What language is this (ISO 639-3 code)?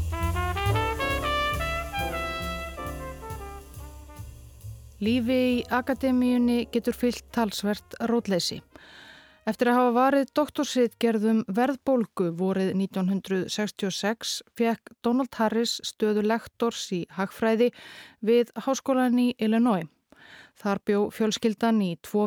isl